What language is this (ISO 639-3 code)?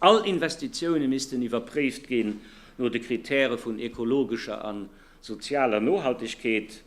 ltz